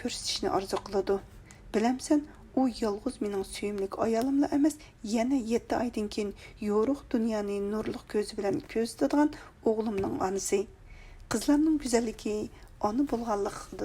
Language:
Uyghur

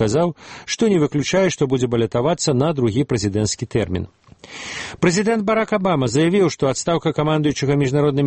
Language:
Belarusian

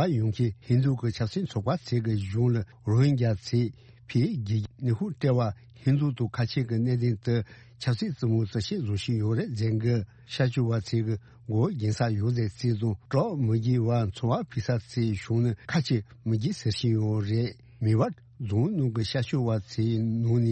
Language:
Tibetan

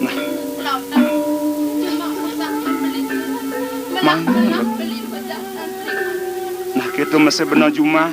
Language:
Balinese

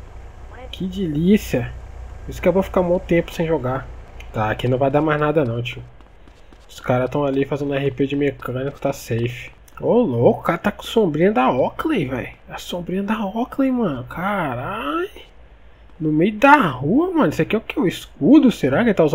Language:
Portuguese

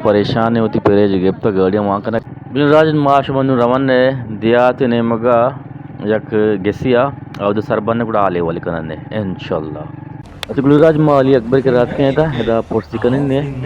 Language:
Eastern Balochi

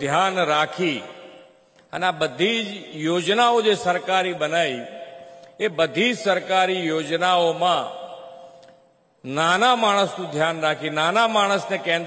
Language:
Gujarati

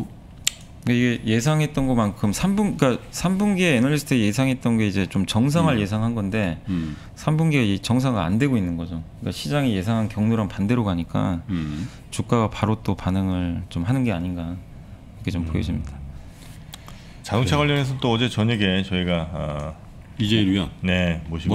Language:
Korean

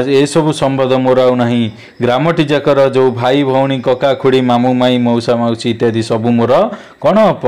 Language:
Odia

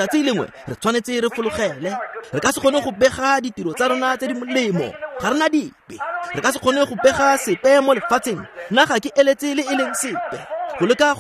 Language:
Tswana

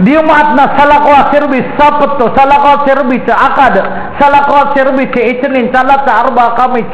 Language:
Maranao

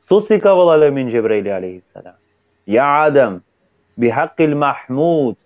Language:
Balkan Romani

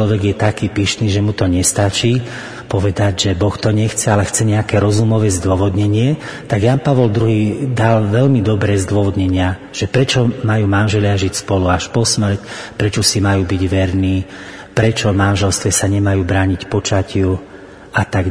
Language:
Slovak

